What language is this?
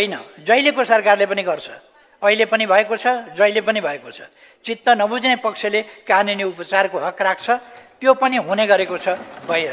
Nepali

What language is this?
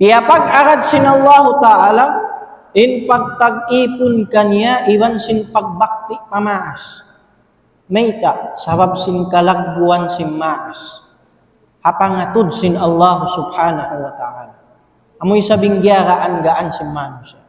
Tausug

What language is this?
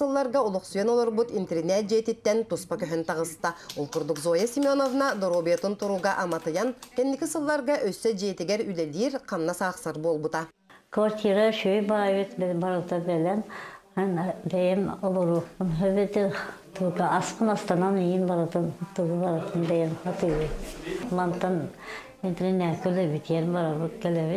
Yakut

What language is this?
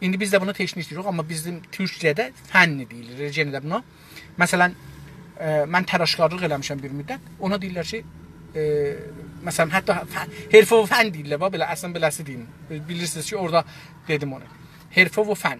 South Azerbaijani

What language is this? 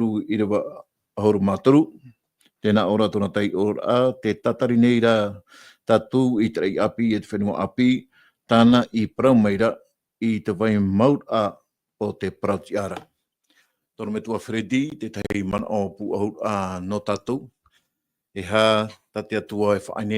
Tahitian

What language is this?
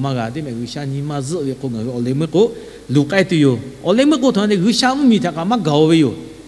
Lahu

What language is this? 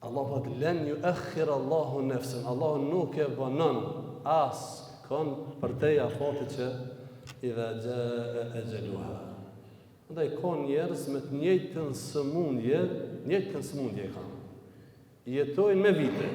Albanian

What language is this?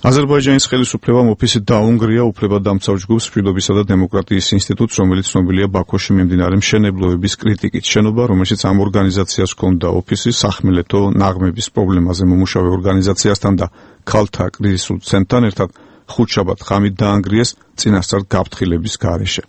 Georgian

